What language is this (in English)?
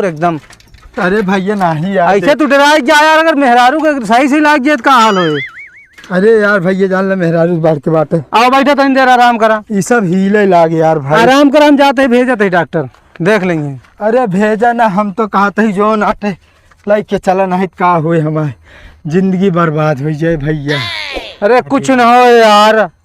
Awadhi